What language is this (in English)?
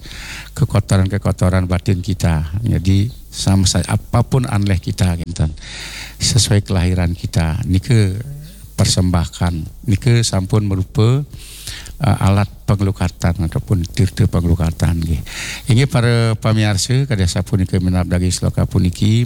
Balinese